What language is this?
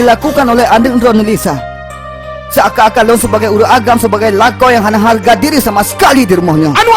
Achinese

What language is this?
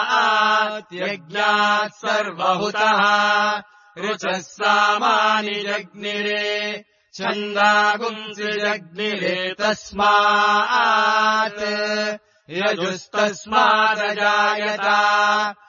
Sanskrit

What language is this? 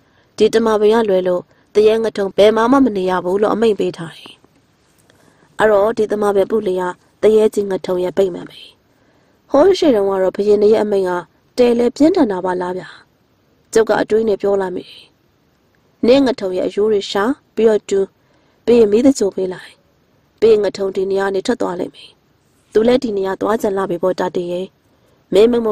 Burmese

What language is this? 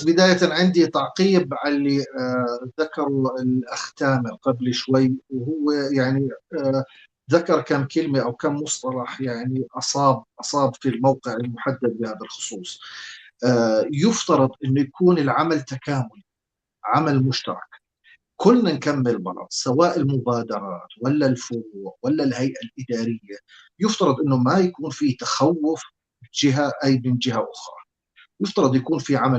North Levantine Arabic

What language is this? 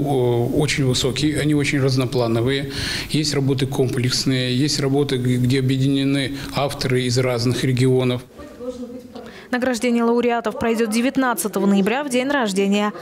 Russian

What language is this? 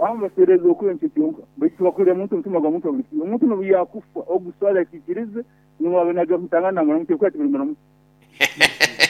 Nyoro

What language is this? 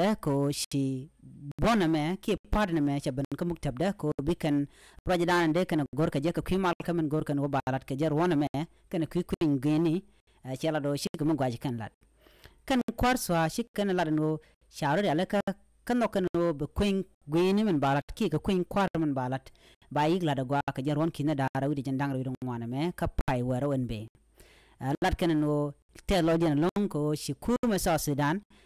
Nuer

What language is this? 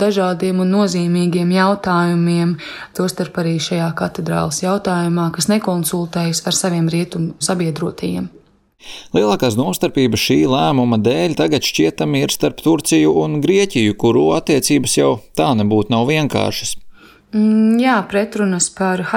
Latvian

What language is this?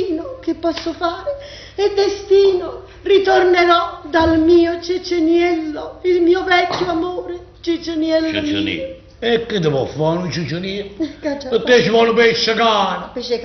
Neapolitan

